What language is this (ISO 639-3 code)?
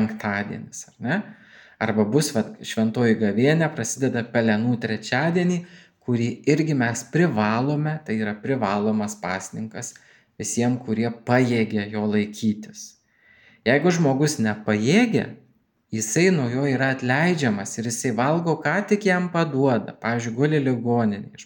lit